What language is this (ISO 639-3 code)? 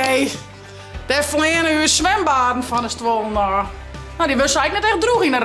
fry